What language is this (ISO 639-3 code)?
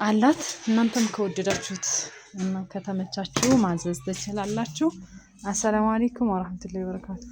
amh